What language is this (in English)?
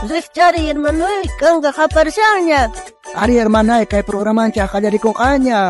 South Bolivian Quechua